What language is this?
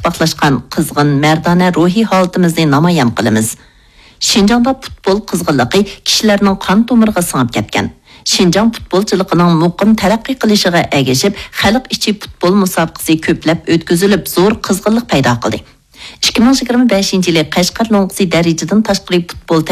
Uyghur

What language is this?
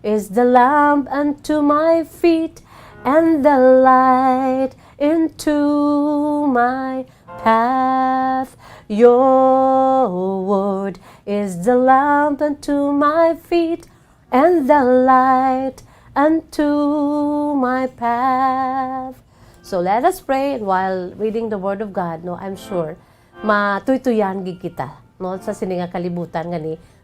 Hiligaynon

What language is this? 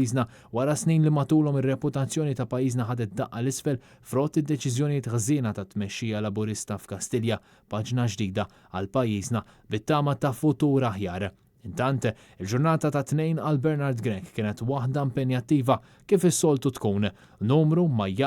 Maltese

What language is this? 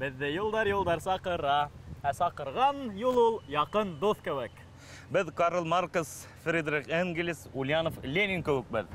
Bashkir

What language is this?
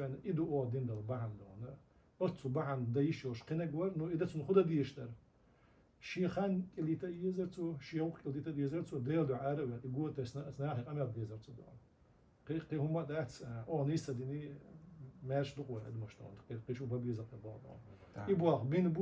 Chechen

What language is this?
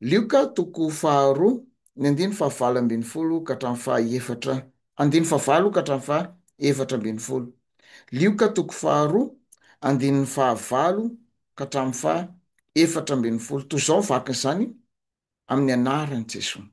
Malagasy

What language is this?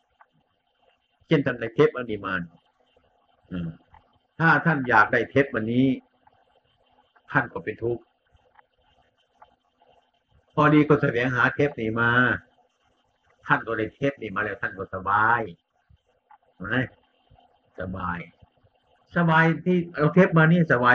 Thai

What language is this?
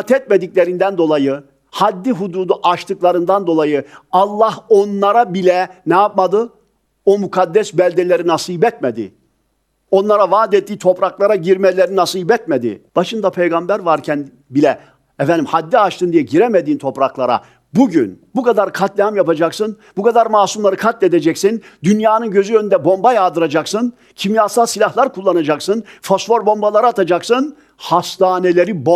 Turkish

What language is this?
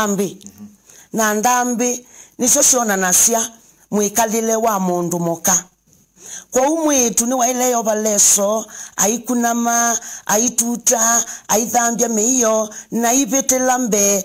Kamba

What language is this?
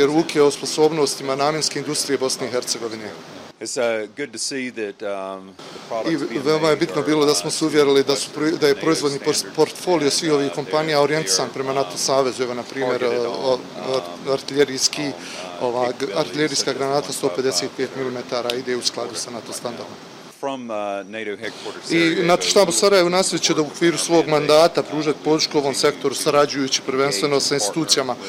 Bosnian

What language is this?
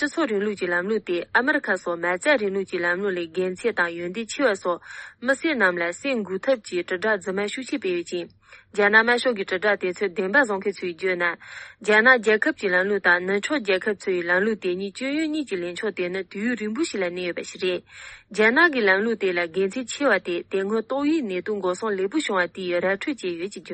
Tibetan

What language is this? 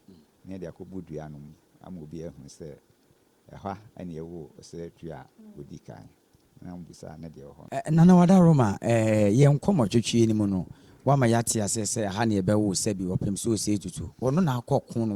Akan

